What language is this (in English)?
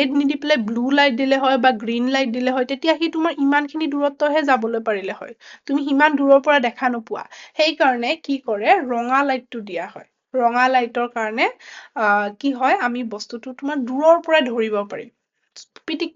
Assamese